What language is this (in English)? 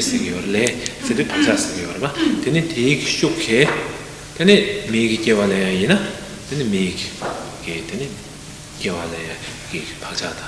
Tibetan